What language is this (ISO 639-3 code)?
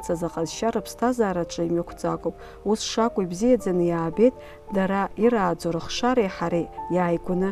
abk